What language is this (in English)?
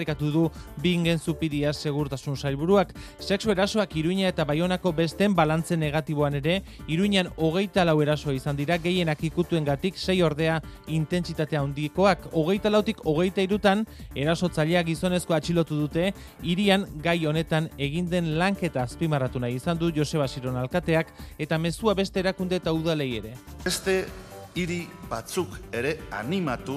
Basque